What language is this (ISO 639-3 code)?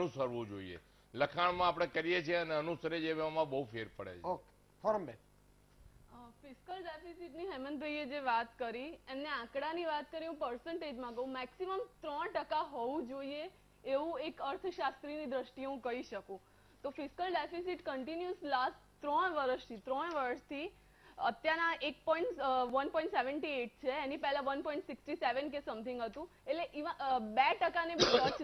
guj